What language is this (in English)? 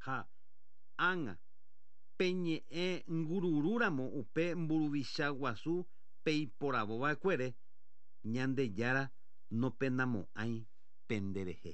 Guarani